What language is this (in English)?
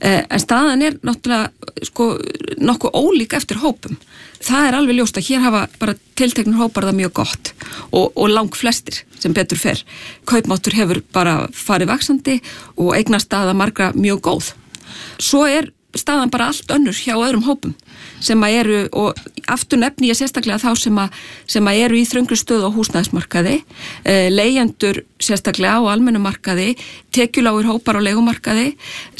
Icelandic